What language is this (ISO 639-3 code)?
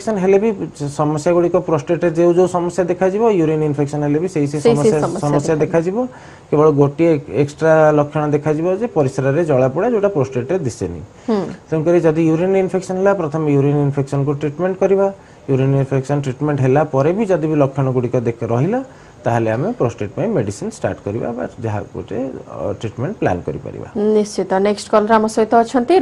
ori